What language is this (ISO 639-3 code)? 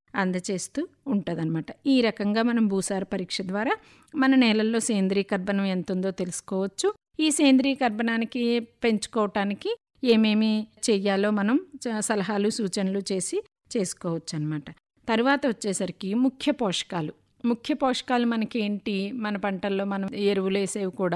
tel